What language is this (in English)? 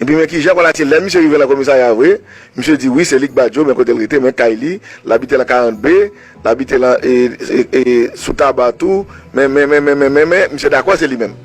Haitian Creole